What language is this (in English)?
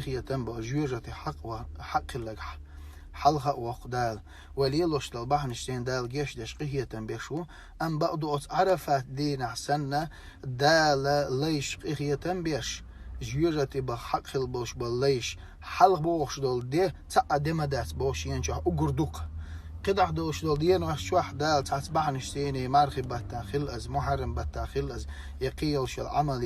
Chechen